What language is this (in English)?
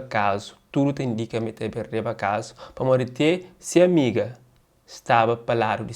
Kabuverdianu